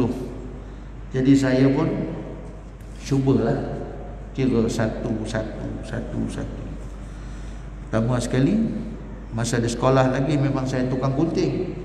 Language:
Malay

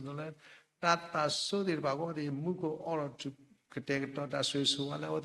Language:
S'gaw Karen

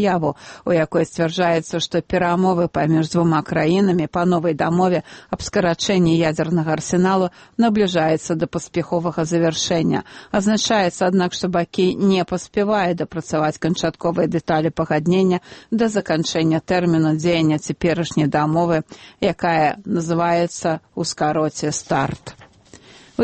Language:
Belarusian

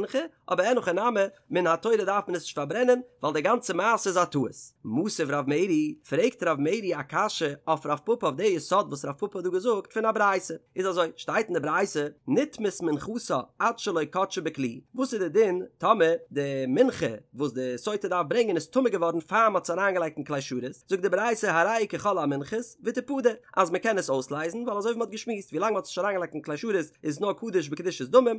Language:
Yiddish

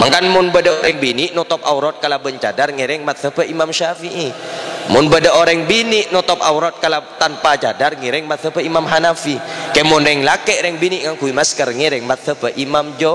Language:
Madurese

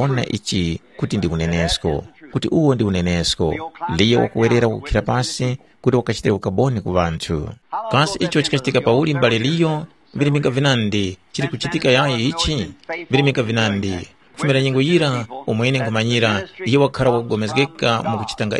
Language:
Tumbuka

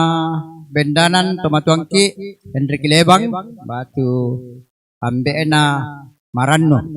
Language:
Toraja-Sa'dan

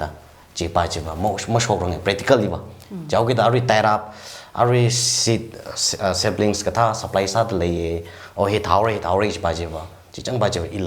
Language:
Tangkhul Naga (India)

